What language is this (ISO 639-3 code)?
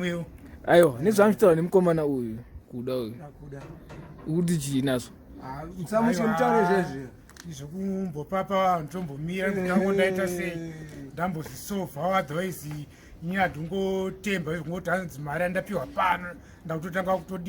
sna